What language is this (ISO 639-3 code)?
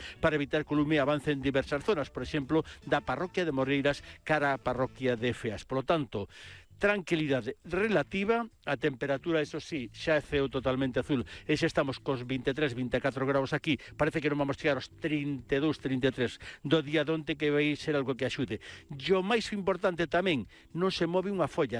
glg